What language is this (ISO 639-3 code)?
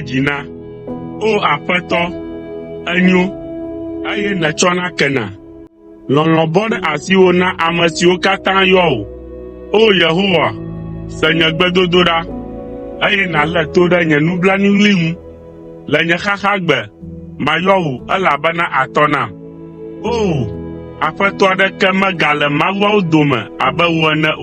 ewe